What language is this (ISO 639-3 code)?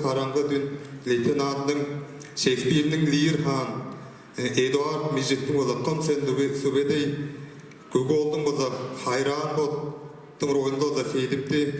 tyv